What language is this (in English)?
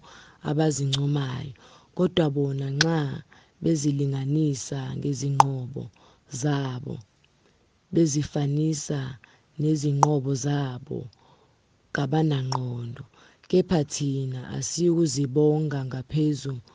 Zulu